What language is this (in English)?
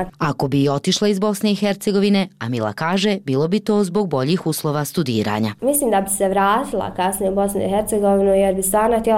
Bosnian